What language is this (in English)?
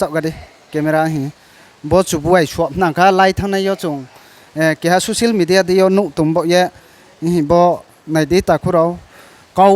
Riang (India)